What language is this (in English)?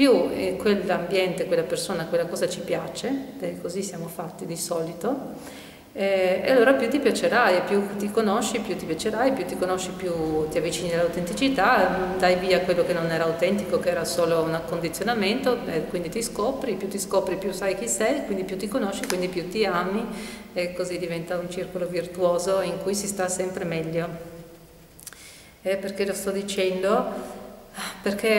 Italian